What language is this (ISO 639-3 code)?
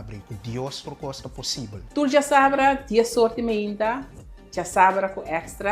pap